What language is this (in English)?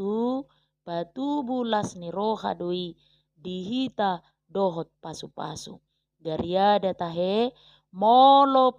Batak Toba